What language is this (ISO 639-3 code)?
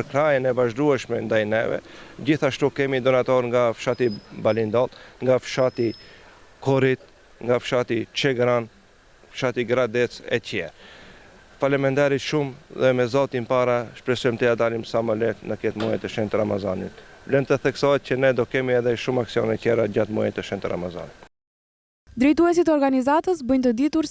sqi